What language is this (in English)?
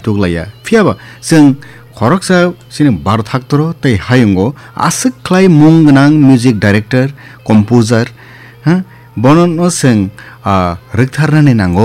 Kok Borok